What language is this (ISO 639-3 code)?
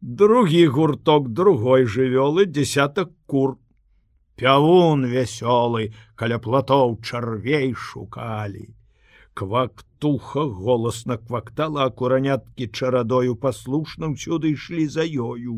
bel